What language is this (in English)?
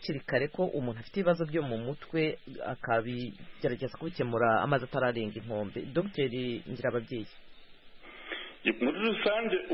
Kinyarwanda